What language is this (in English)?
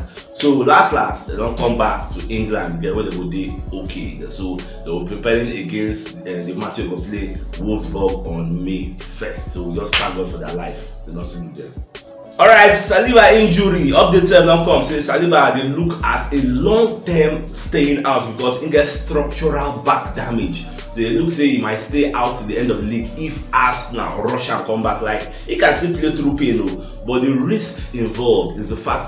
Nigerian Pidgin